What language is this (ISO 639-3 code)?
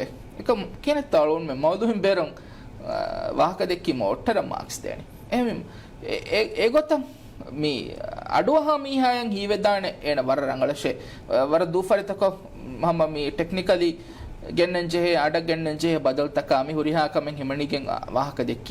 div